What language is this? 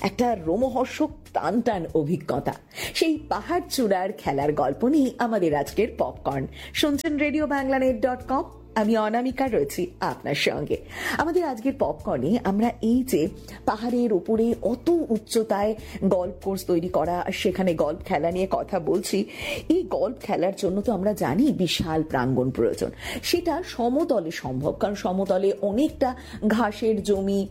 Bangla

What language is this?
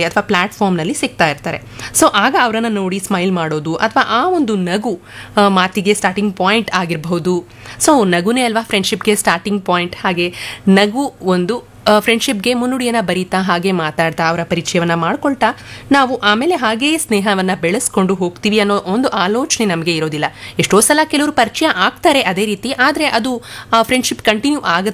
Kannada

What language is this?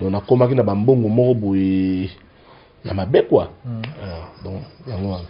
Lingala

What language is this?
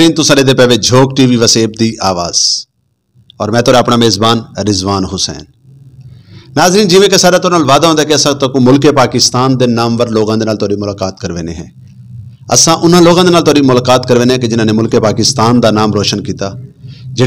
Saraiki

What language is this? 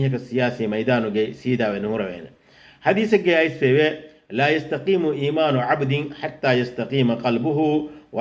Divehi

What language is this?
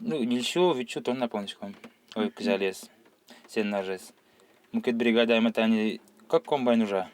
Udmurt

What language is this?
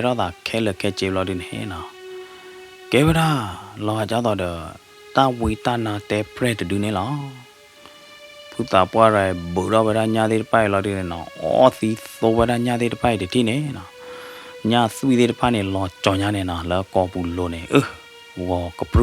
S'gaw Karen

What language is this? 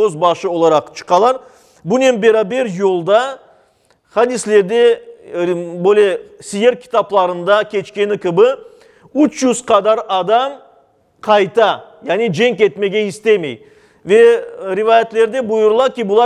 Crimean Tatar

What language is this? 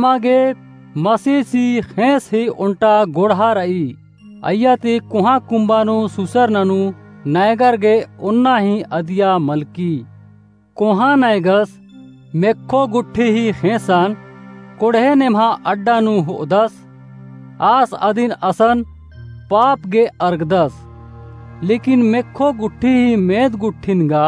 Kurukh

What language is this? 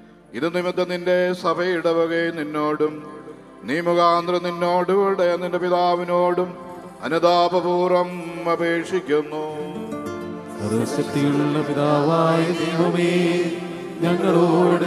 Malayalam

